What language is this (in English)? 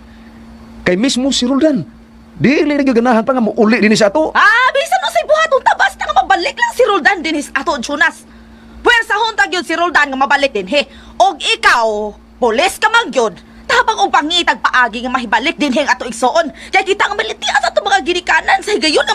Cebuano